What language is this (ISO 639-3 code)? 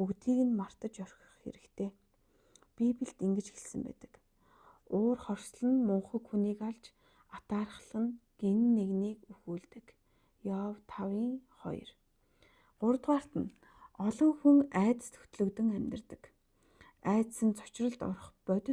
mon